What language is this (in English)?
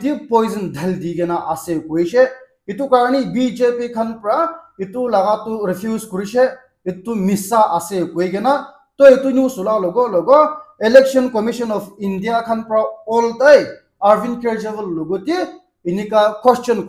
Naga Pidgin